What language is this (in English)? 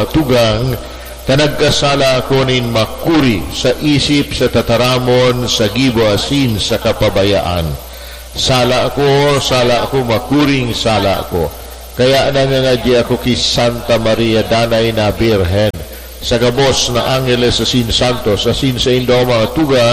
Bikol